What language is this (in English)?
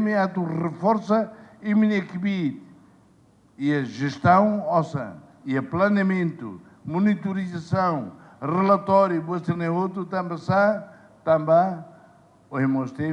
Tetum